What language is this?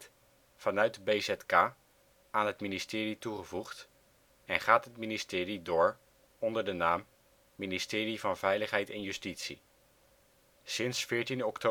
Dutch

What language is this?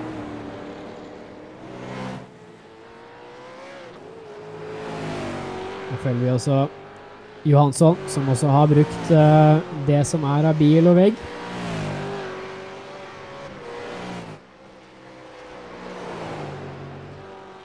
Norwegian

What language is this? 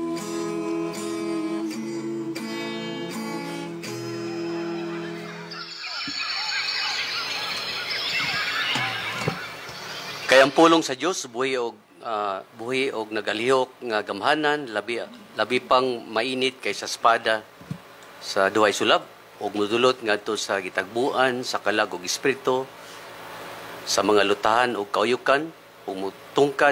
Cebuano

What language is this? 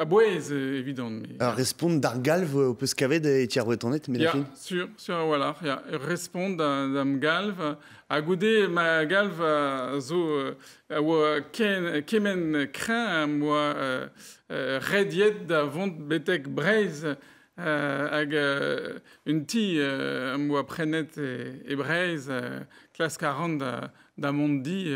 Breton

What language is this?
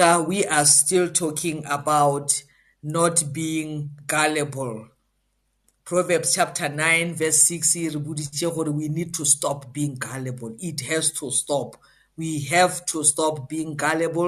English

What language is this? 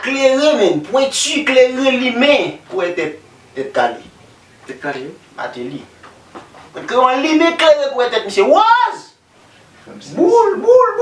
Haitian Creole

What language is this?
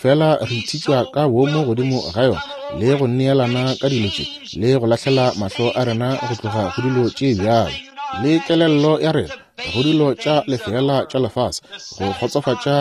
Northern Sotho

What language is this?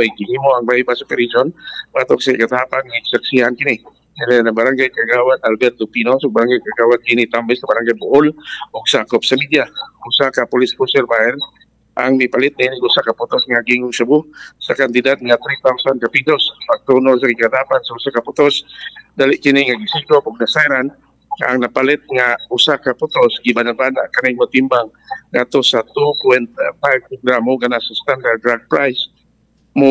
Cebuano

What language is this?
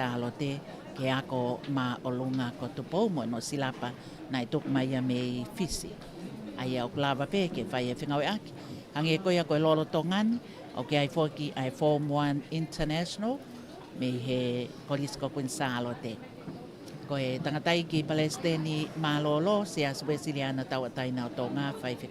Tongan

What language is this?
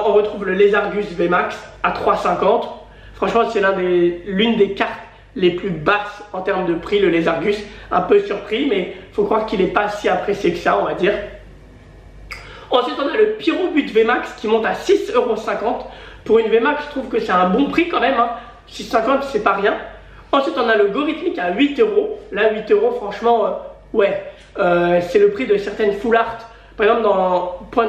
French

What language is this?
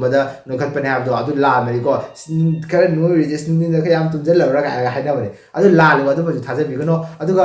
Manipuri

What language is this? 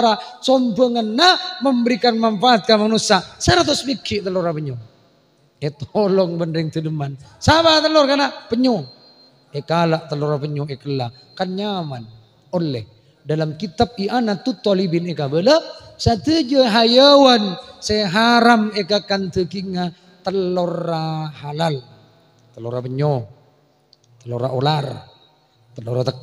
Madurese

